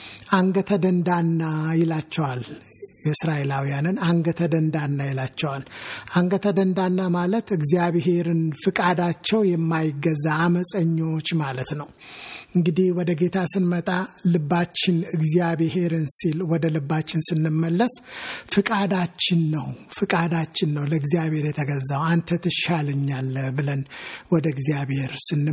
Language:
Amharic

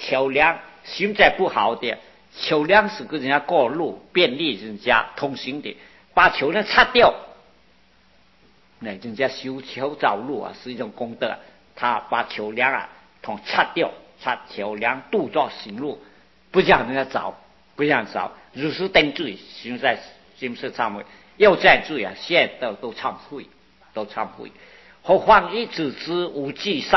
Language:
Chinese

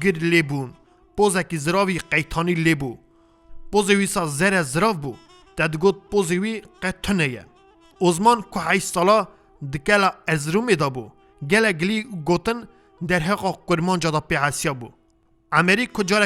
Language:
Kurdish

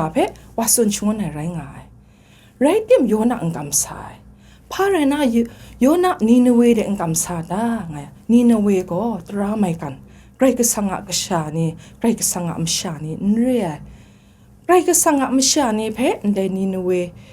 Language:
Kachin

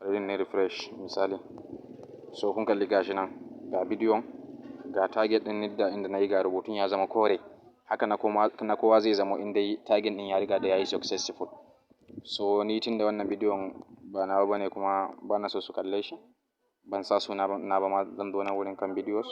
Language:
Hausa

